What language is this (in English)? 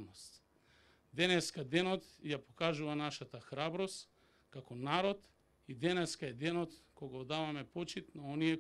Macedonian